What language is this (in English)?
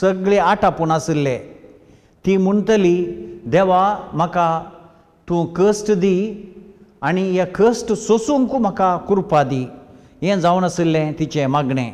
Konkani